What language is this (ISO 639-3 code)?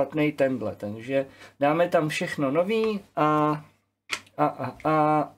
ces